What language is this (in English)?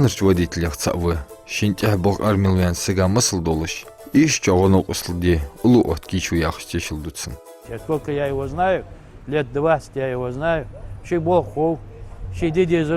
Ingush